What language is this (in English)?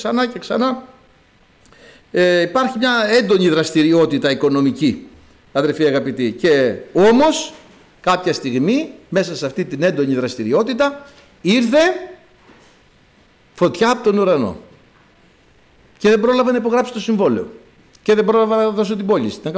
Greek